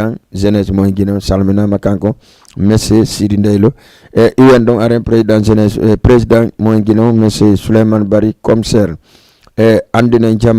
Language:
Fula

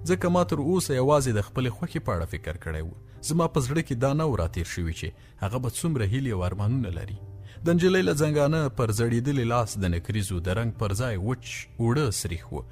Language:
Pashto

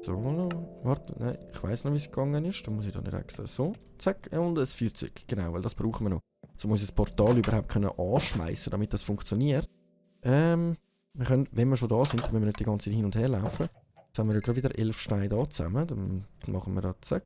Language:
Swiss German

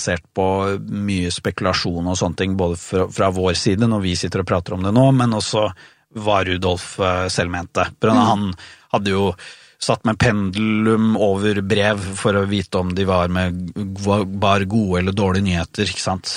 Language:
Norwegian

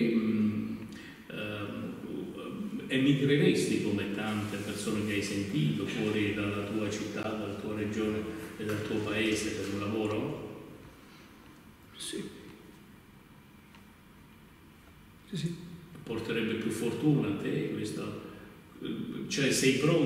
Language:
Italian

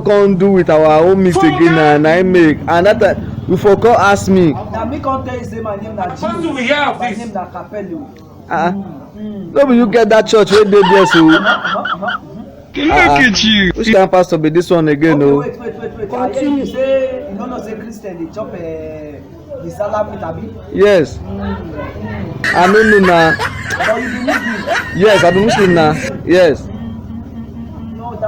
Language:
Nigerian Pidgin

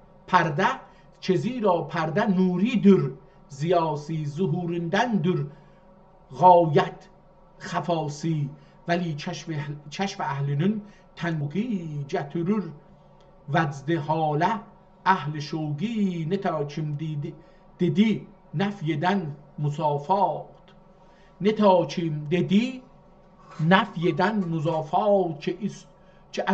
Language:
South Azerbaijani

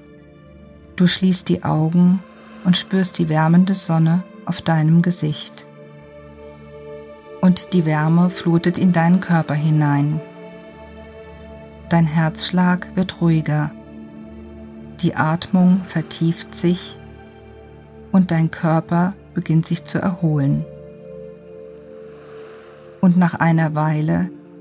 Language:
German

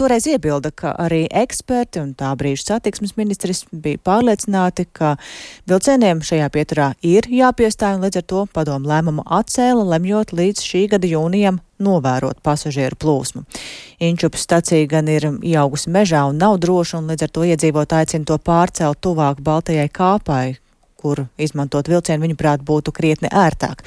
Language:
Latvian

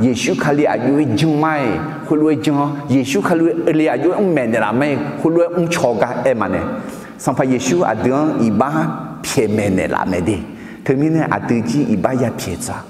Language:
Akha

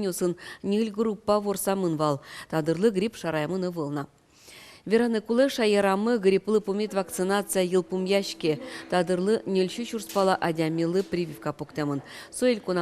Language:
Udmurt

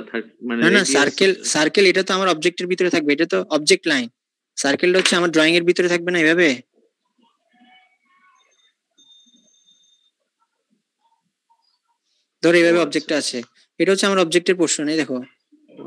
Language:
Bangla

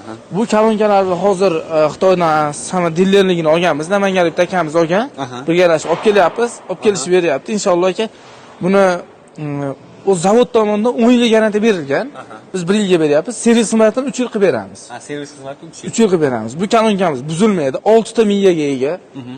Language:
Uzbek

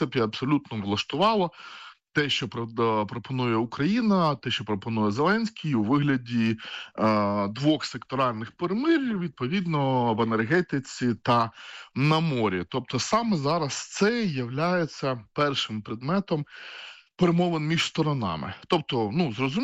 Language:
Ukrainian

